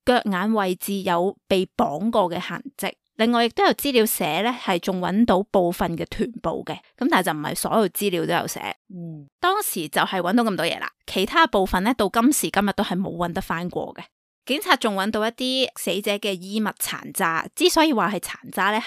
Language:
Cantonese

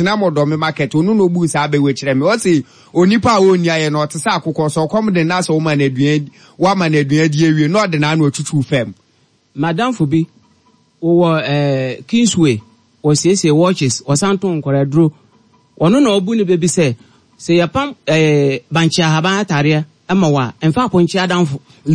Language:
Akan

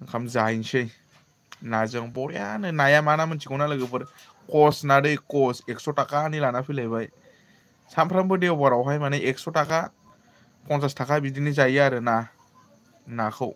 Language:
Bodo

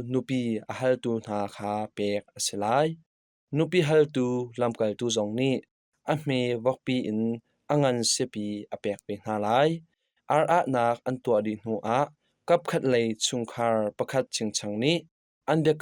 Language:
Hakha Chin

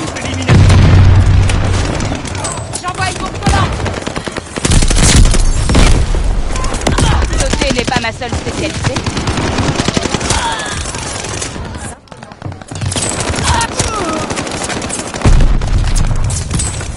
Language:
French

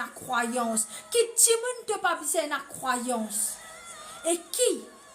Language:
Morisyen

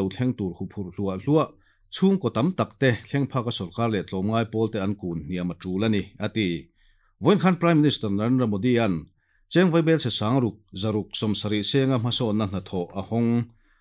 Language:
Mizo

